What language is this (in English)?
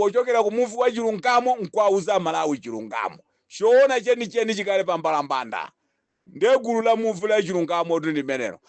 Nyanja